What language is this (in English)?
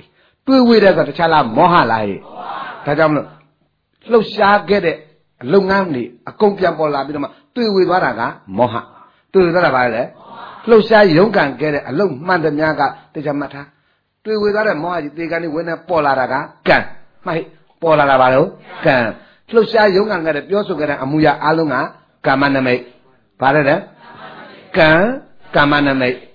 Burmese